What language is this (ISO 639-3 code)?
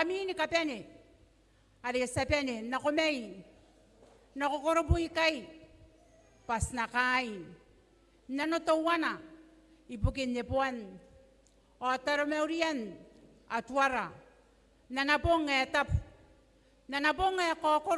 gil